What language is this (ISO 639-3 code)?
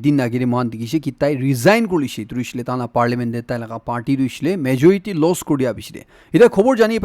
nag